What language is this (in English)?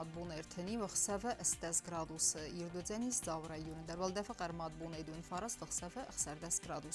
Ossetic